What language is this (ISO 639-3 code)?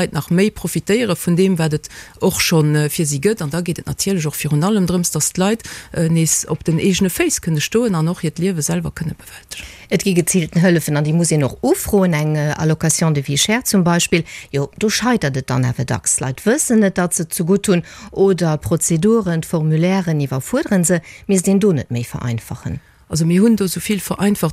ltz